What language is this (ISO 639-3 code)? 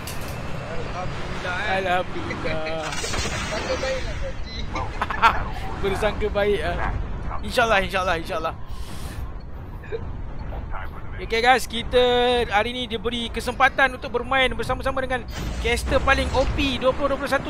msa